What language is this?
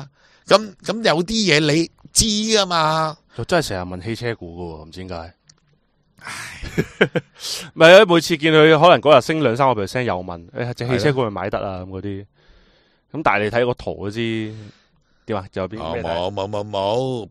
Cantonese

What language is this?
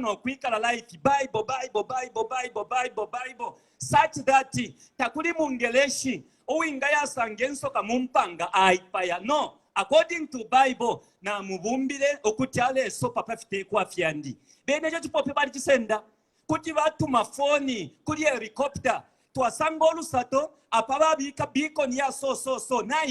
Bemba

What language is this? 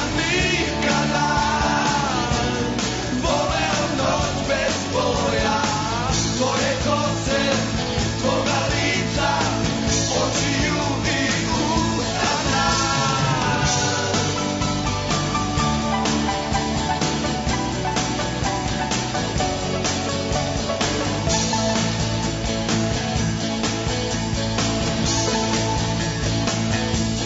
Serbian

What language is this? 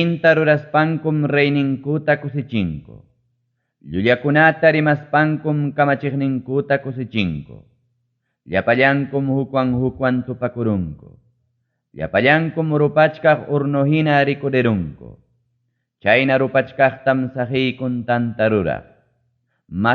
Ayacucho Quechua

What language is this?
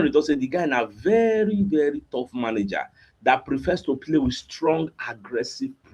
Nigerian Pidgin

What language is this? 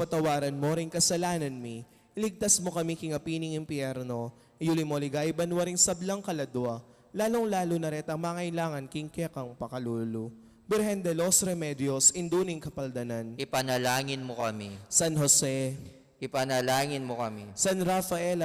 Pampanga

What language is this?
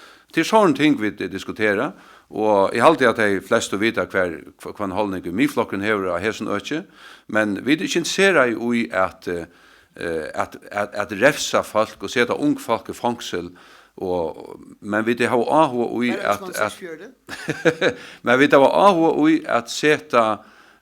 Faroese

